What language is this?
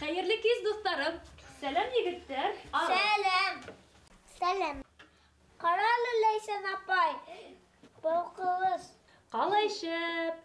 Bashkir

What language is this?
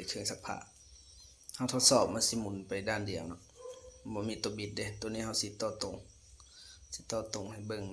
Lao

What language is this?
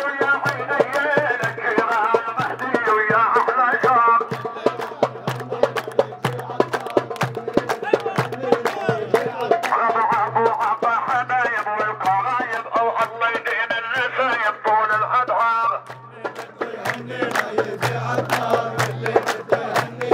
South Levantine Arabic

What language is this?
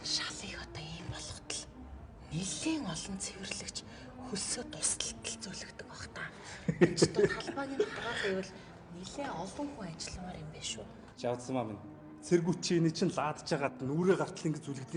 Mongolian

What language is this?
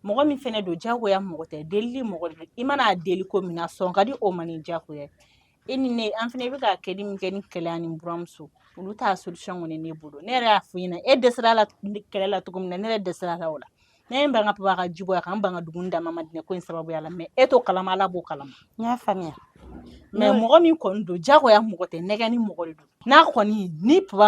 Bambara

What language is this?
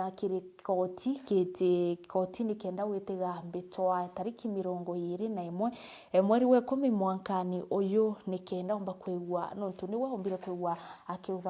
Meru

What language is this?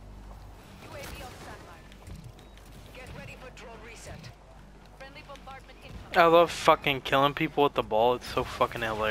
English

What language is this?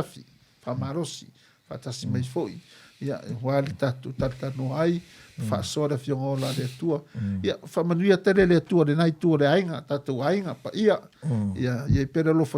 Samoan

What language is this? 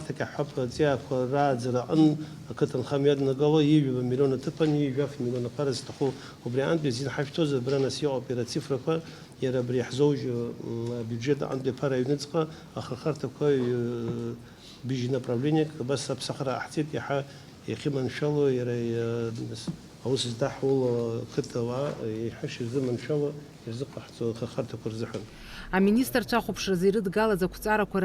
Abkhazian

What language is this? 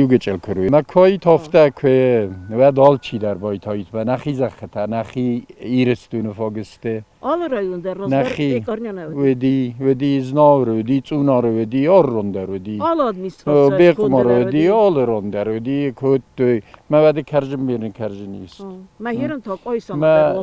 Ossetic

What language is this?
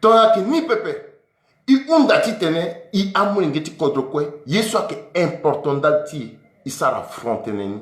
Sango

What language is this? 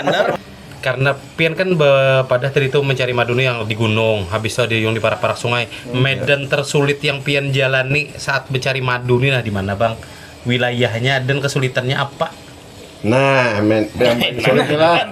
Banjar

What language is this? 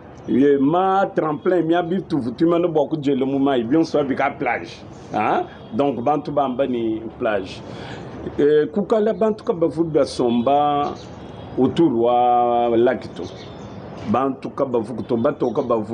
Luba-Lulua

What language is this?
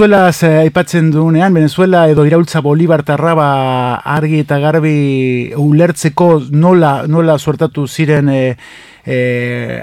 Basque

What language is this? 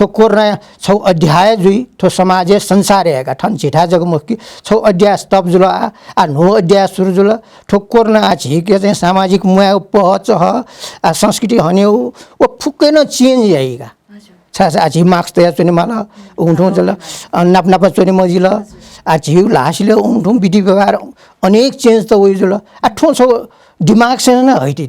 Newari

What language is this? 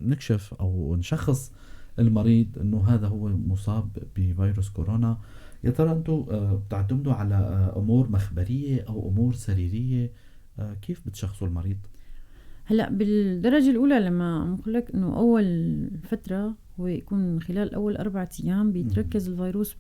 North Levantine Arabic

